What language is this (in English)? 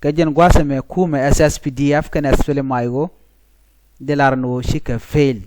Nuer